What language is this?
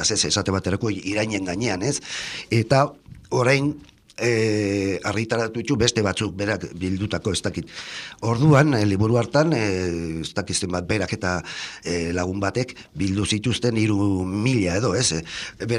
Basque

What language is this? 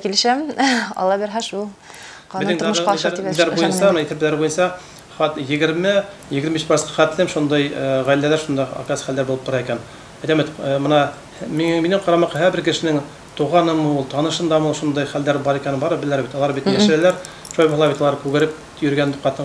Bashkir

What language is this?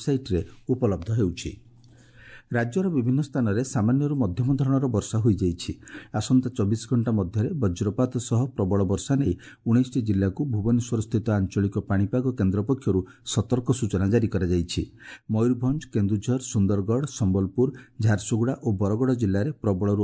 Odia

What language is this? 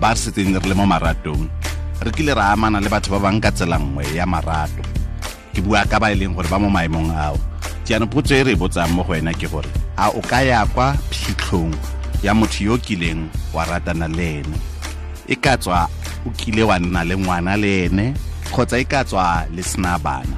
Tswana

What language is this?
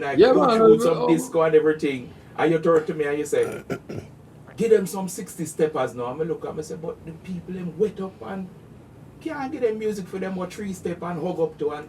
Jamaican Creole English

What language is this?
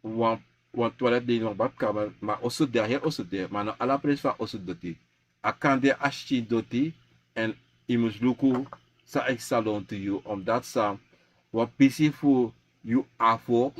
Sranan Tongo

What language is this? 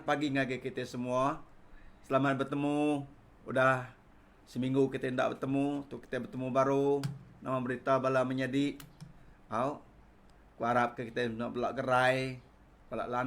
Iban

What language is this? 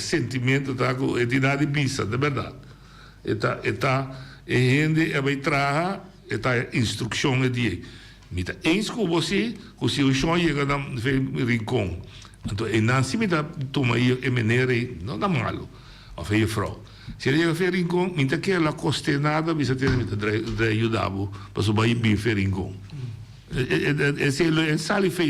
Papiamento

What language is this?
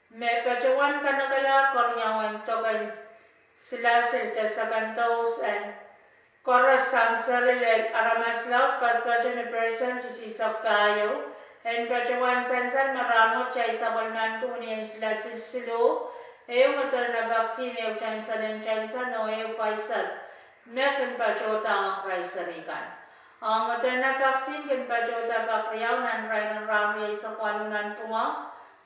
Pohnpeian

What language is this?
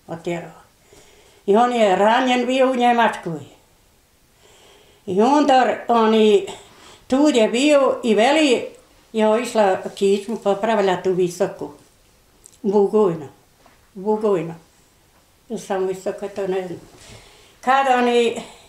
Bosnian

